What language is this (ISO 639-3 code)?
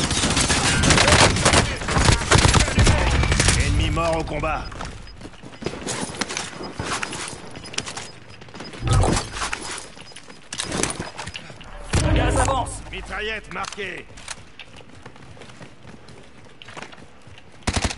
fra